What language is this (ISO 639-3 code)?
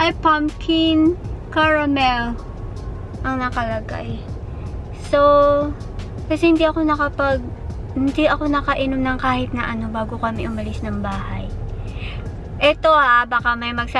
fil